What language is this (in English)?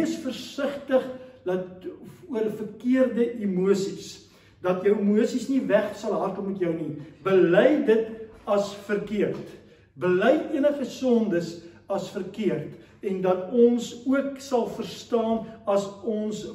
Afrikaans